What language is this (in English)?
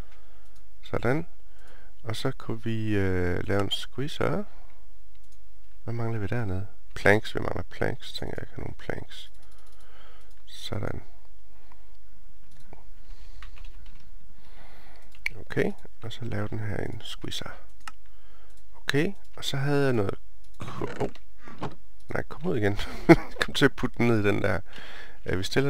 Danish